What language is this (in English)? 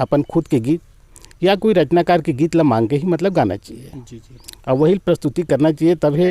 Chhattisgarhi